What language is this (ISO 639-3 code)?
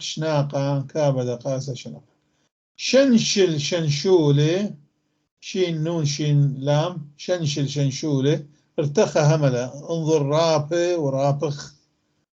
apc